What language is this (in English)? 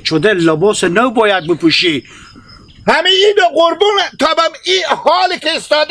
Hazaragi